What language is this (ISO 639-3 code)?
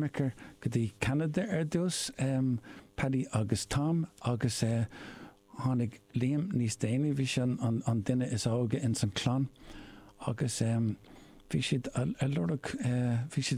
gle